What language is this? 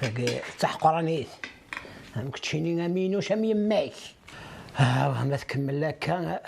Kabyle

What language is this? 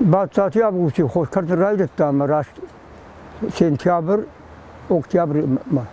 Ossetic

